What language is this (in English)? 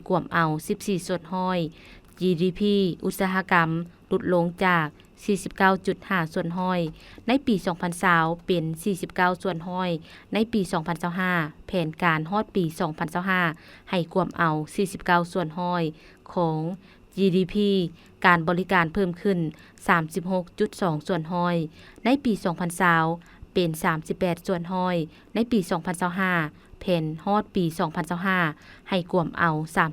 Lao